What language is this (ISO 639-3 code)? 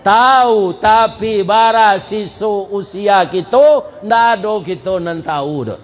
min